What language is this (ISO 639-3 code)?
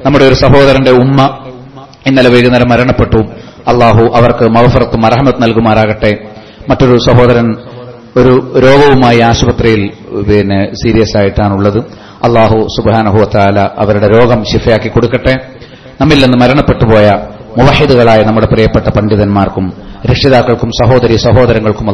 mal